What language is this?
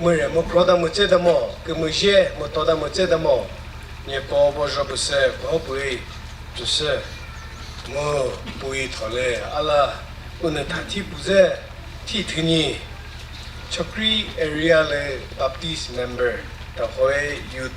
Chokri Naga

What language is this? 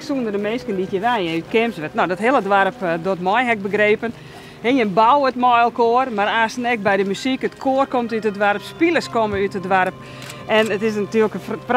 Western Frisian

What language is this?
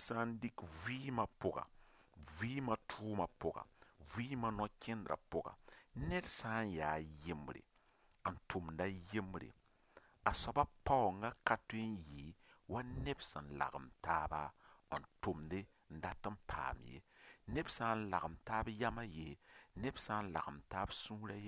Mossi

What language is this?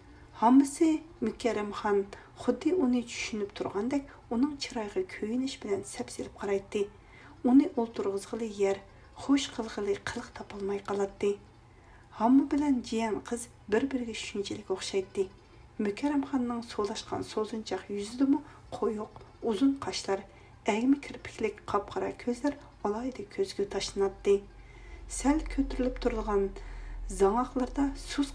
Uyghur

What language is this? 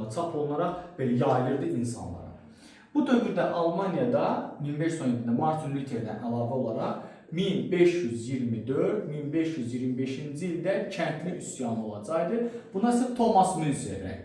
Azerbaijani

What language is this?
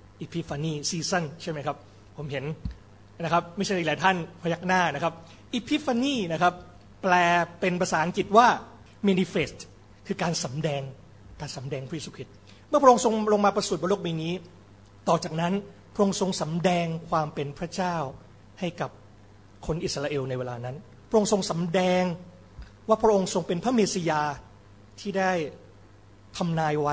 Thai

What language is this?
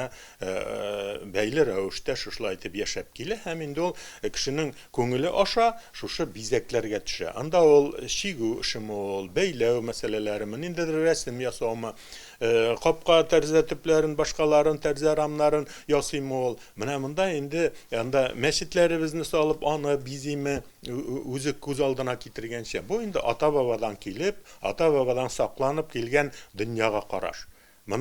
Tatar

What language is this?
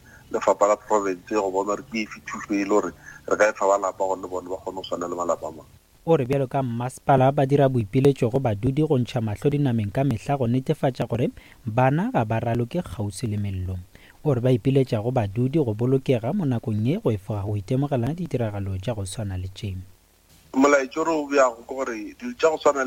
Northern Sotho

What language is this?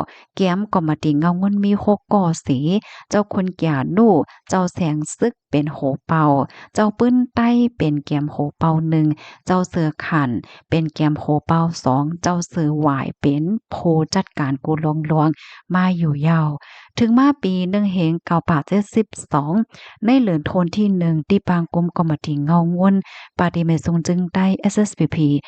Shan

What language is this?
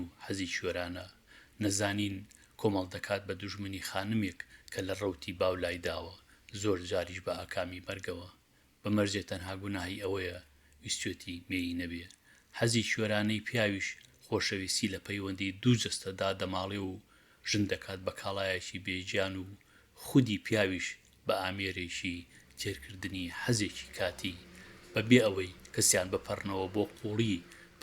Central Kurdish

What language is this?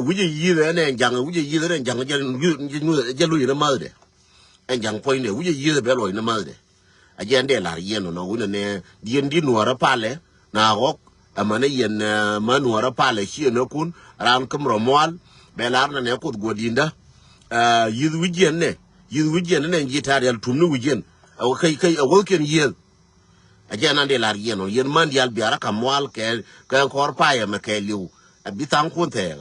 Nuer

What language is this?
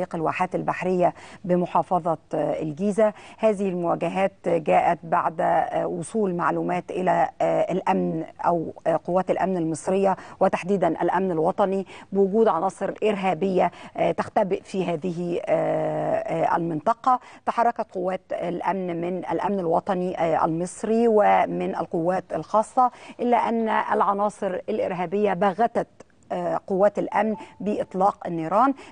Egyptian Arabic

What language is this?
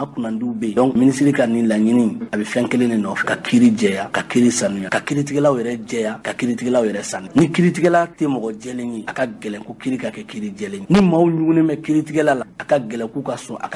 Bambara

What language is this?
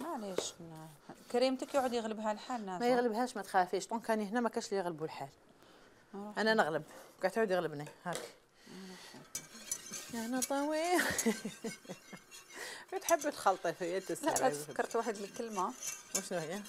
Algerian Arabic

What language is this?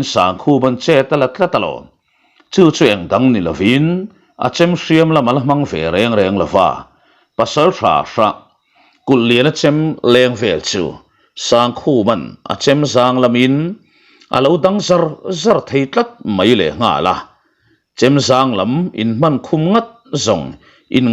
Mizo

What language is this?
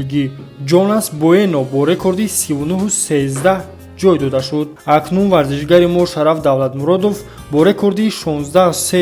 Tajik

